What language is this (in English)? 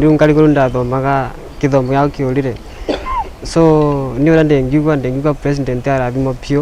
Kikuyu